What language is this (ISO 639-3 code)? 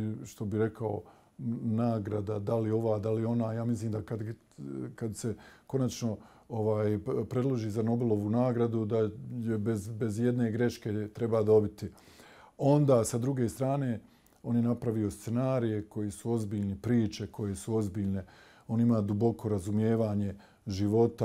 bos